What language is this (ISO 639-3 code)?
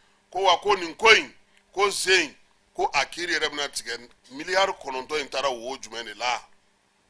bam